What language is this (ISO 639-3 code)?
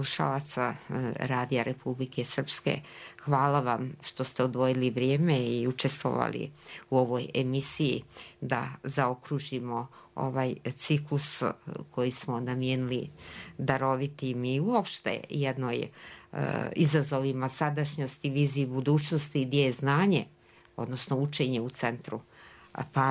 bos